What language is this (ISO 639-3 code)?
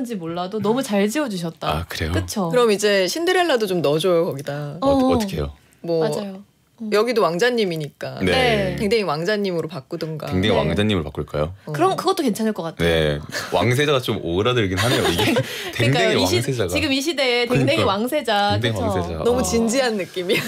kor